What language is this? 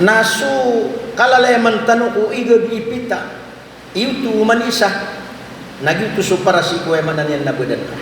Maranao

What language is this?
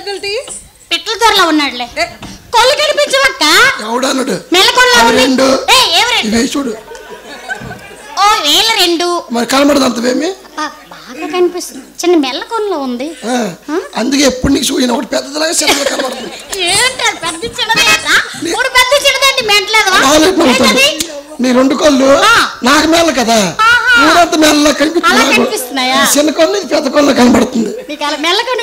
Telugu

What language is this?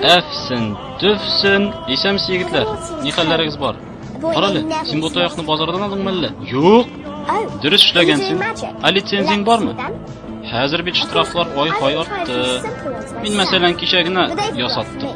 Tatar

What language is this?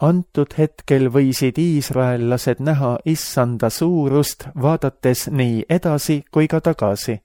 Estonian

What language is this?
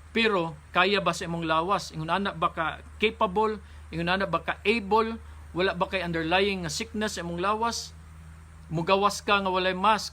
Cebuano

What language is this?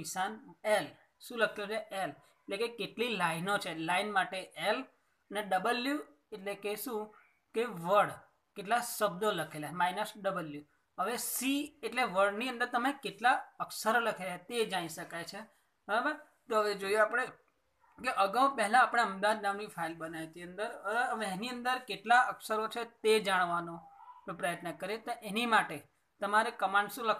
Gujarati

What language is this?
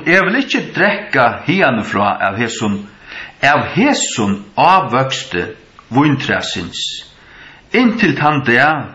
Faroese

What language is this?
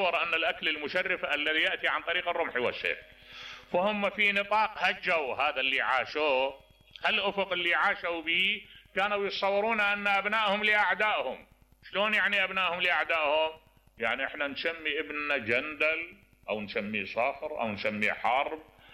Mesopotamian Arabic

